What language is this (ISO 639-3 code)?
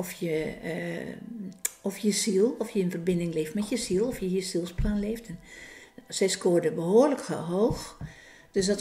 nld